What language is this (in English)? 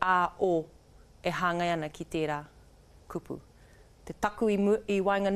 Māori